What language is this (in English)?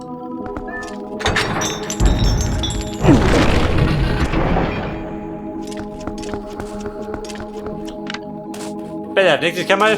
Bavarian